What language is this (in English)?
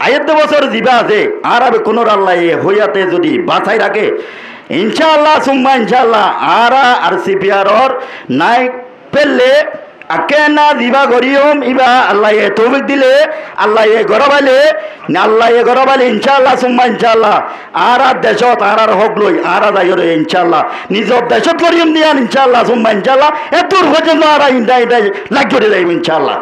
Rohingya